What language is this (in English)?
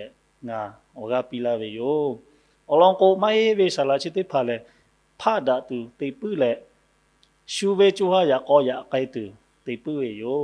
Lahu